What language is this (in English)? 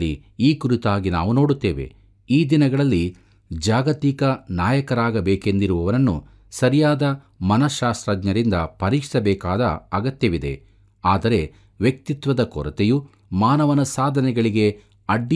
Kannada